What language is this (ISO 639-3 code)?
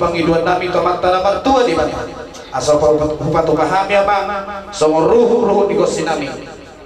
bbc